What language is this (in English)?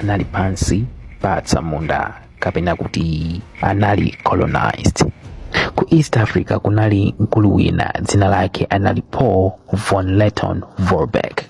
Nyanja